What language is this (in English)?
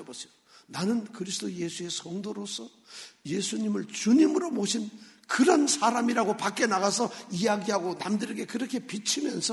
Korean